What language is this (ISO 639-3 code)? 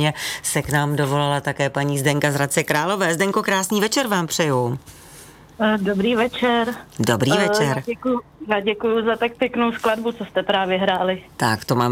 ces